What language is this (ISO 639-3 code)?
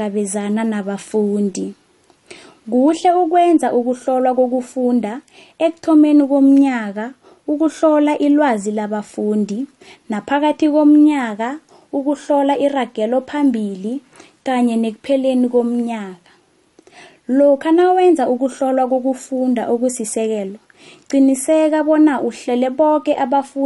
nbl